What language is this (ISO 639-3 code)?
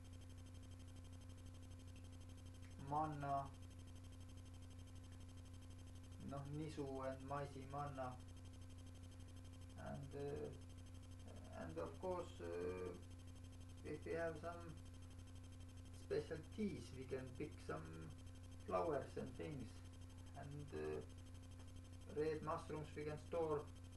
est